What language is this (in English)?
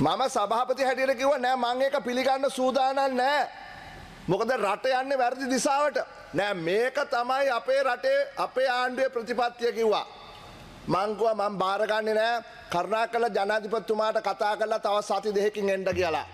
Sinhala